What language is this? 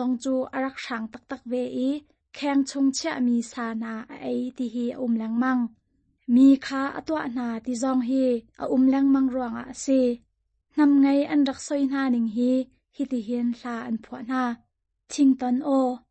Hakha Chin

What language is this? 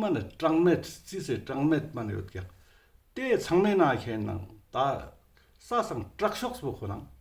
Ladakhi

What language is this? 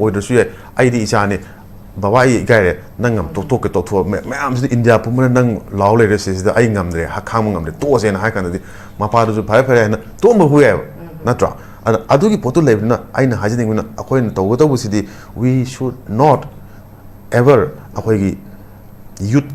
Manipuri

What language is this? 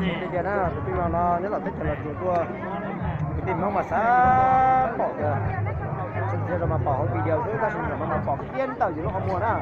Hmong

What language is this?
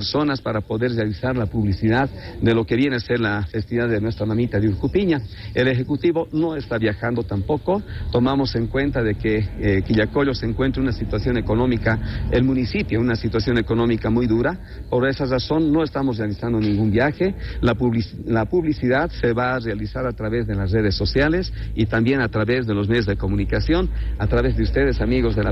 Spanish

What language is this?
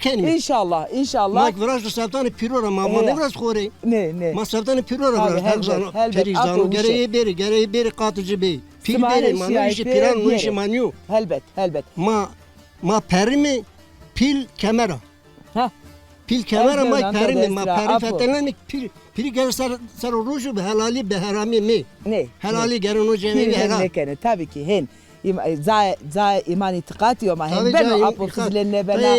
Zaza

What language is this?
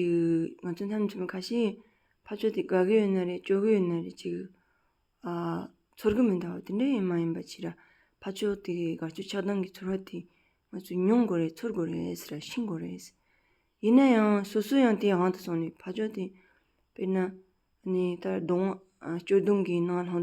Tibetan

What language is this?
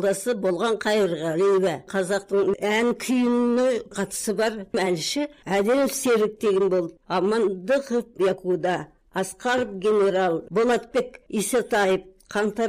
Kazakh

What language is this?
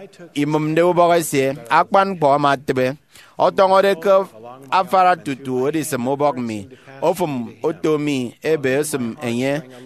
Efik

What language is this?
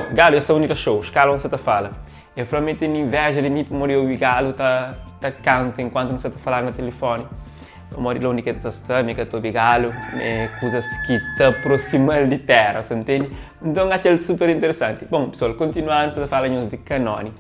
Kabuverdianu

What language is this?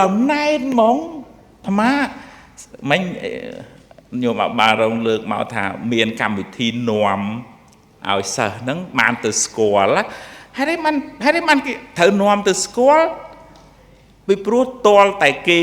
Khmer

